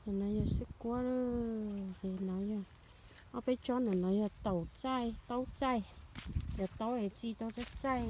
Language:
Hmong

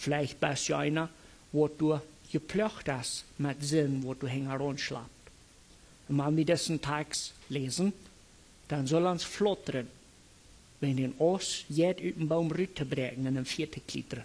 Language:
Plautdietsch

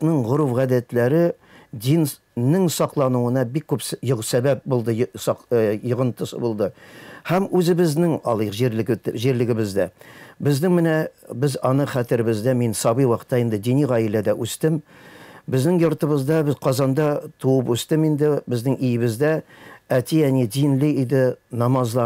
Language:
Tatar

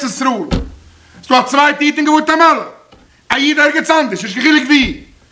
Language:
Yiddish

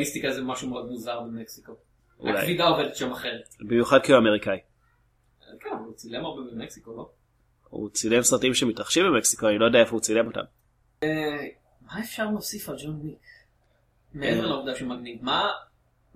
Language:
Hebrew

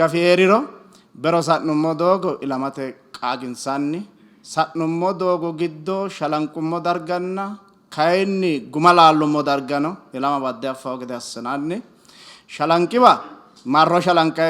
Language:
Sidamo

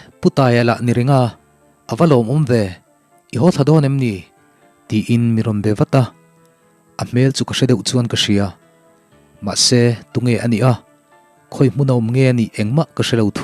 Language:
Mizo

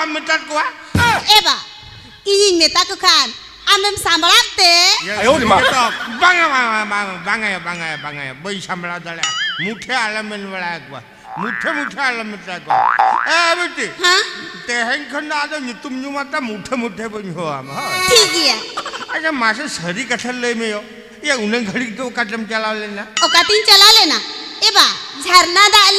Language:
Santali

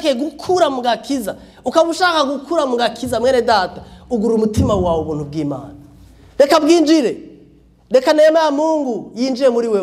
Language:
Rundi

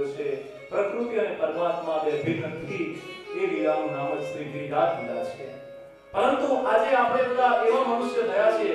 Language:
Gujarati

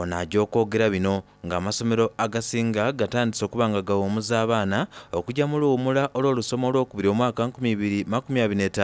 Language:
Soga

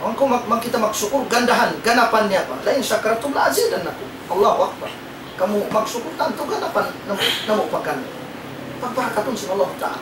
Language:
Tausug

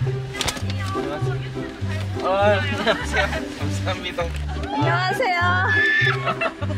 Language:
Korean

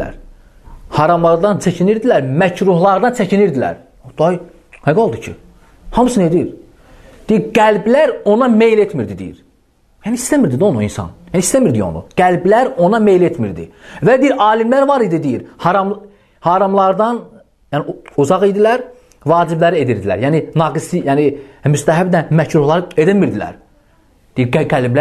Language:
Azerbaijani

